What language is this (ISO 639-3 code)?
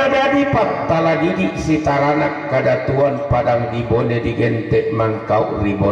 sda